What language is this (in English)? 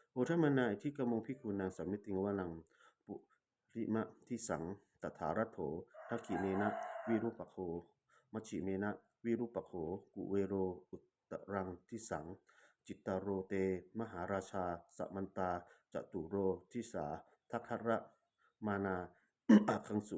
Pali